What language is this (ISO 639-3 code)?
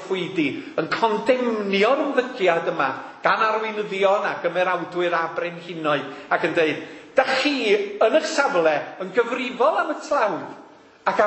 cym